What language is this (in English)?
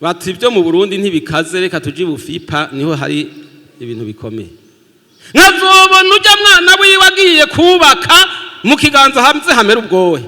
Rundi